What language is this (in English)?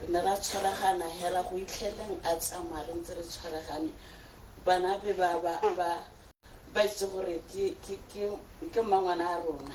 Tswana